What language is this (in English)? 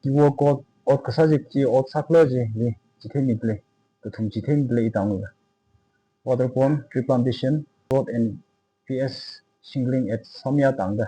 Tangkhul Naga (India)